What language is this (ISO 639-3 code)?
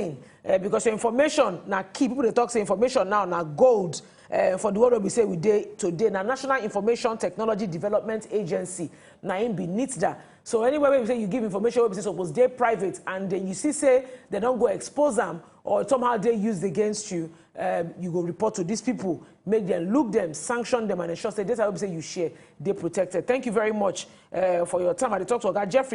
pcm